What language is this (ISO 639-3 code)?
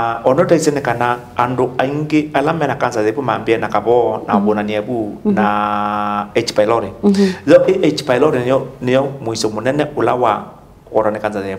kam